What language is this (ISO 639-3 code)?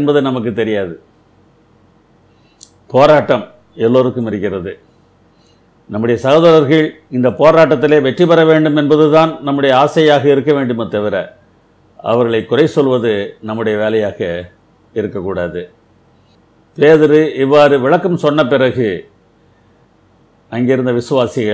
tam